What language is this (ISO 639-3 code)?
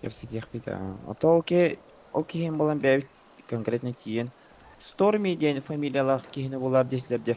sah